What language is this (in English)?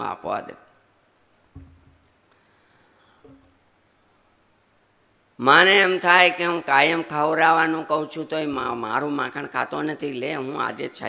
Gujarati